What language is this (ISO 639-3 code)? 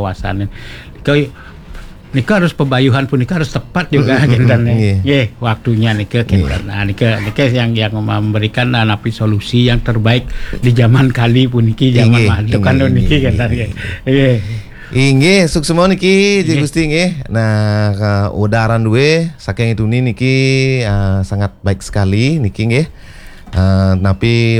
ban